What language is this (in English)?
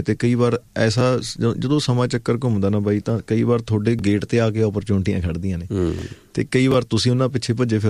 Punjabi